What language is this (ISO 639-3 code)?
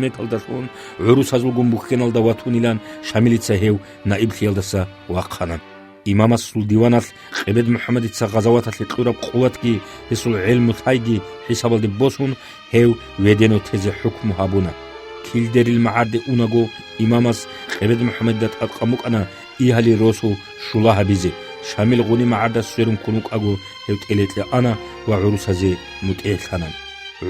ava